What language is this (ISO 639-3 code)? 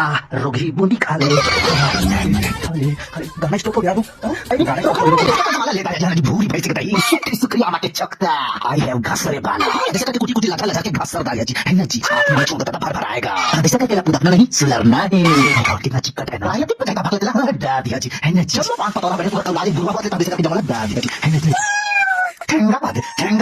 hne